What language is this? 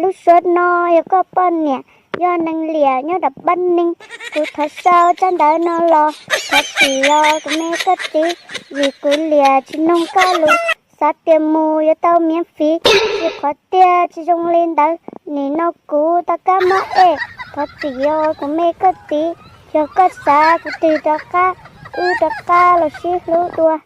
Hmong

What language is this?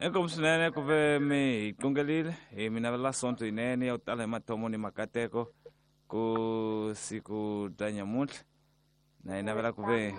Tsonga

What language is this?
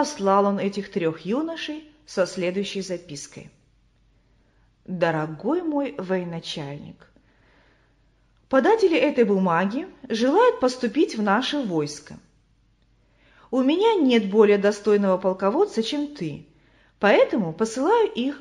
Russian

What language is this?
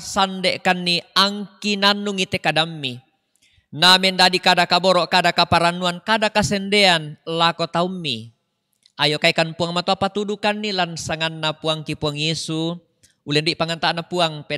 Toraja-Sa'dan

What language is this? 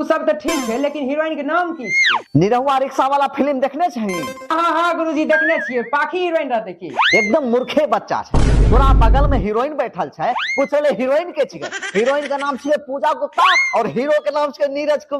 Maithili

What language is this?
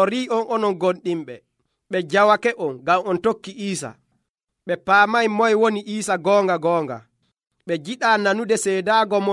Nigerian Fulfulde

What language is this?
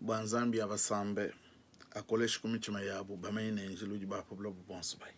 Luba-Lulua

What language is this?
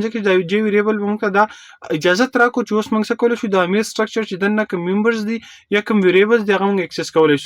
Pashto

